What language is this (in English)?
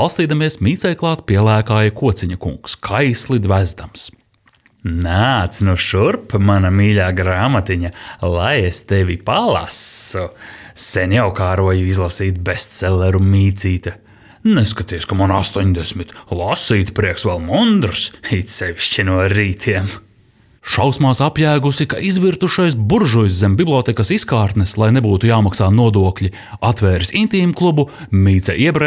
Latvian